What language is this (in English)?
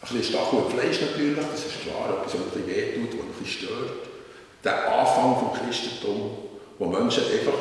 Swiss German